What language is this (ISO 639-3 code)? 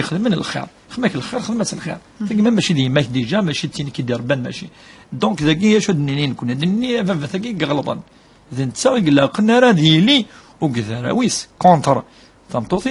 kab